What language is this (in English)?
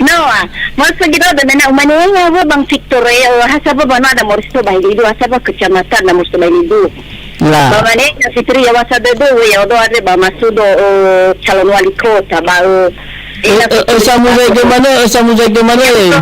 Nias